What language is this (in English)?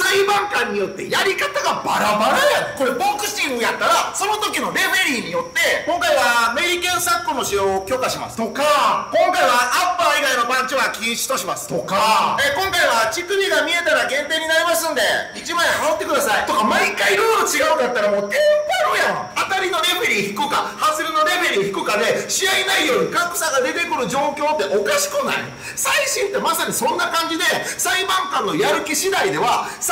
Japanese